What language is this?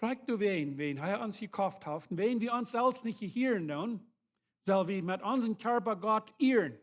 Plautdietsch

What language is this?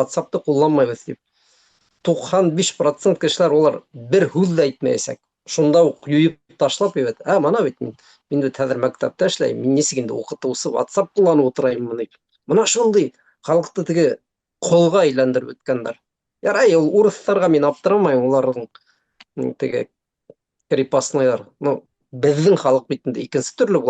Bashkir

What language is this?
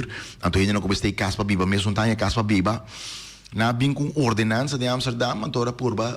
Papiamento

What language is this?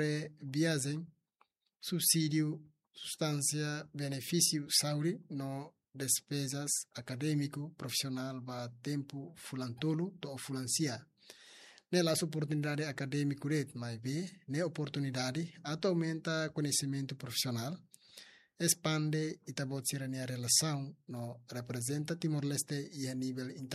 Tetum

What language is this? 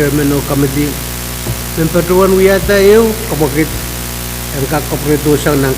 Pohnpeian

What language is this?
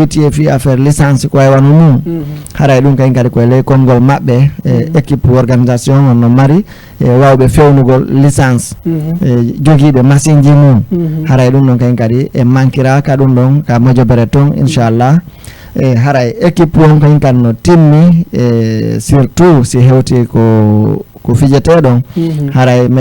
Fula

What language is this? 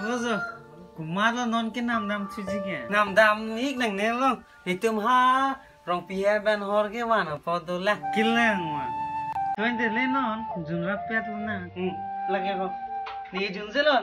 Karbi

